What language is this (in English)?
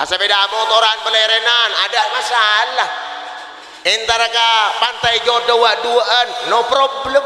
Madurese